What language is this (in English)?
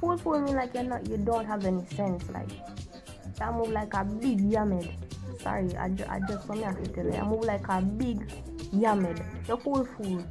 Jamaican Creole English